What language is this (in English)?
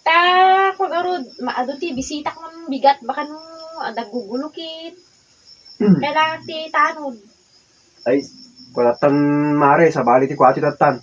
Iloko